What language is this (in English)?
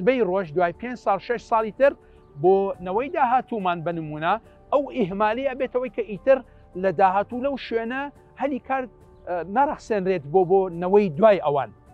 Central Kurdish